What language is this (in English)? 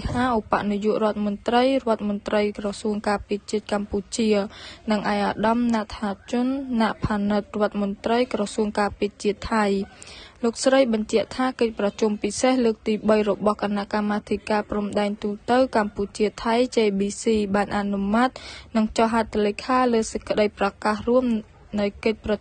Khmer